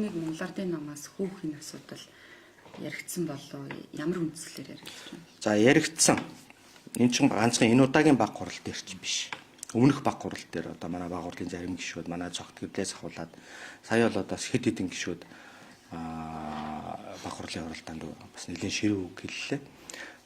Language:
Mongolian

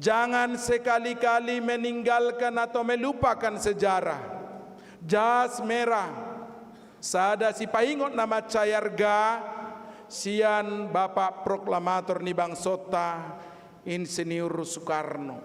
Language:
Batak Toba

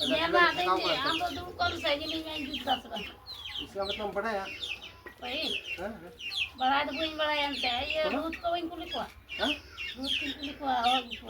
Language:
Santali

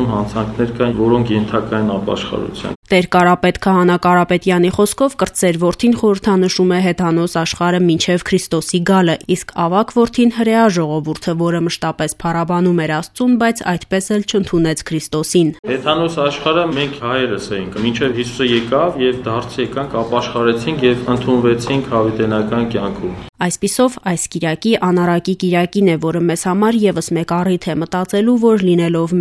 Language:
Armenian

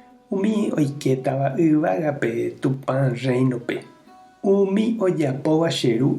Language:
Guarani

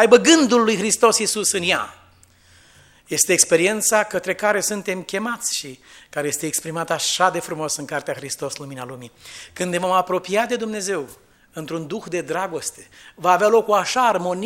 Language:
Romanian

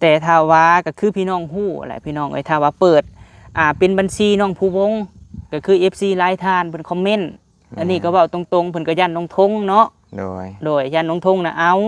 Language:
Lao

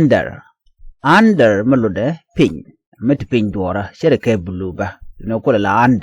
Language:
Nuer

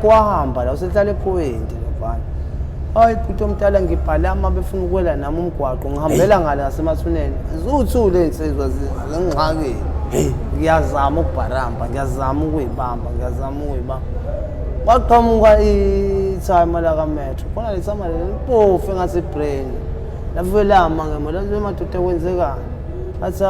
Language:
Zulu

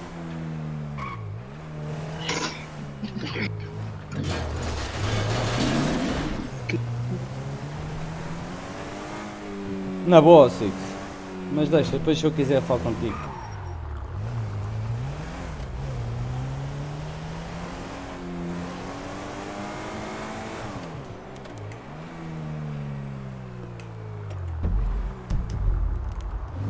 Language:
Portuguese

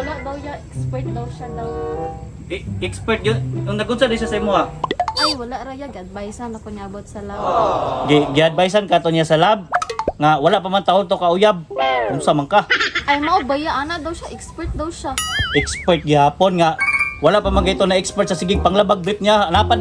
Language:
Cebuano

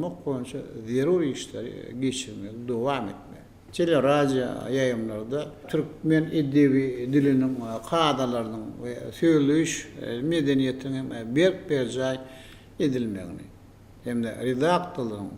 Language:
Turkmen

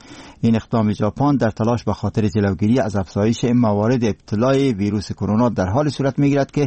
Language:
Persian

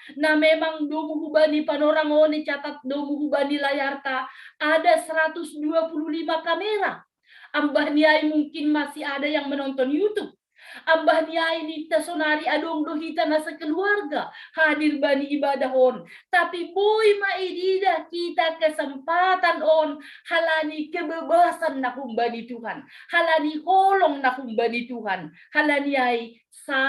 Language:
Batak Simalungun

